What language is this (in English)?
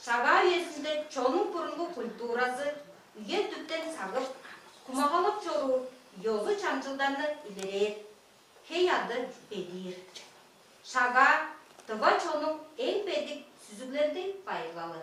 Tuvinian